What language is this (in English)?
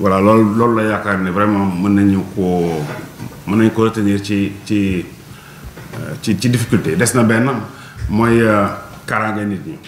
Wolof